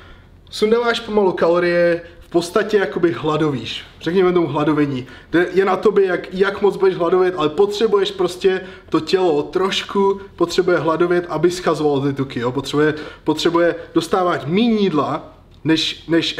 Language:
Czech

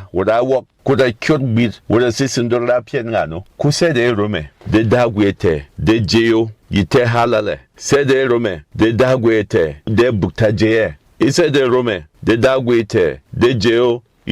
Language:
Berom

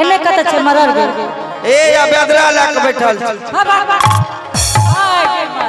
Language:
Angika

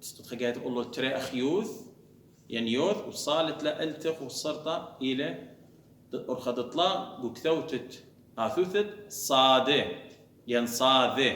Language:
Assyrian Neo-Aramaic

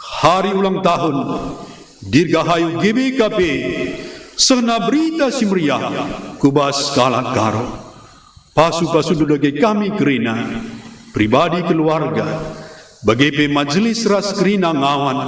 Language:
Batak Karo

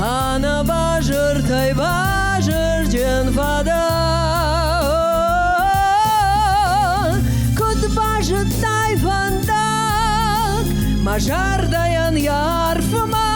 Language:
Ossetic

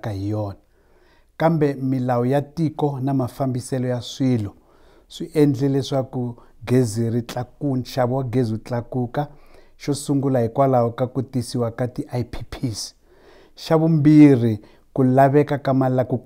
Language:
Tsonga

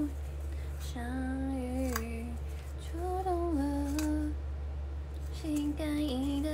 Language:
Chinese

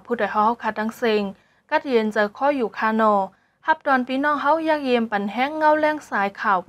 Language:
Shan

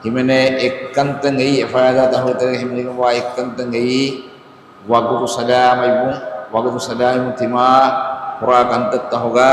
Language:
Divehi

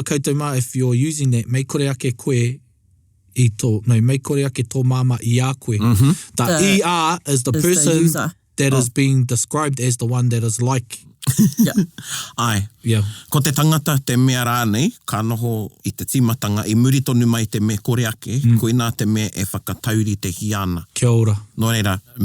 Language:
Māori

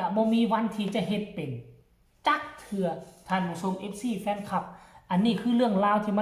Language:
Northeastern Thai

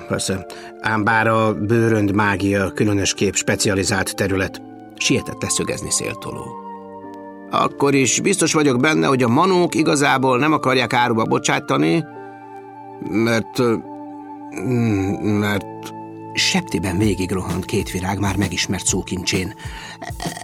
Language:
Hungarian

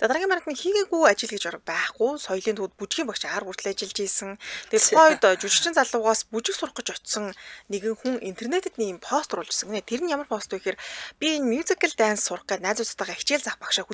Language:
Mongolian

